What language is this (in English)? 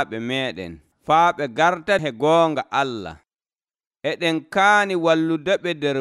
Nigerian Fulfulde